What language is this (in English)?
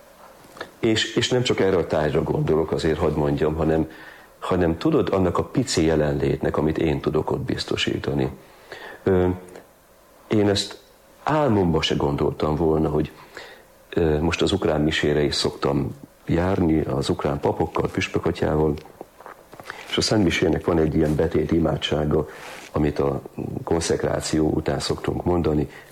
Hungarian